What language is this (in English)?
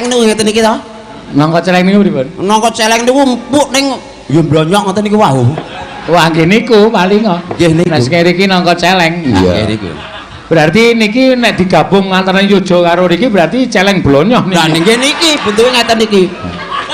Javanese